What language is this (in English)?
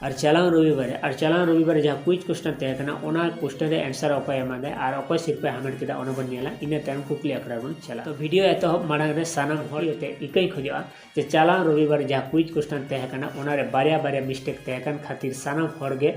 Santali